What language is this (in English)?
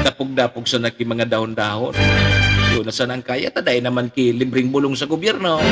Bikol